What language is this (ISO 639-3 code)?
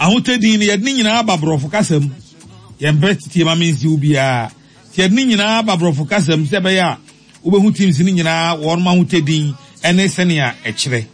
aka